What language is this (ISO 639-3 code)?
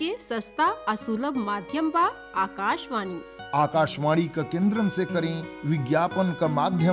bho